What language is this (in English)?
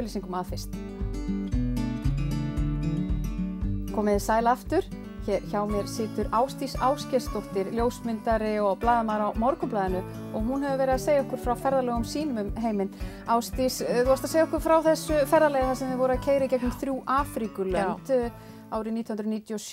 Icelandic